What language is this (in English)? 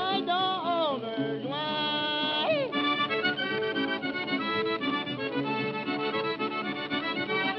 Cajun French